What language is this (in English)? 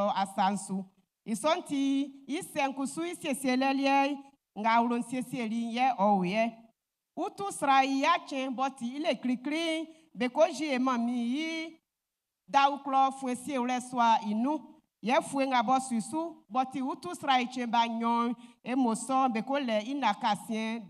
Baoulé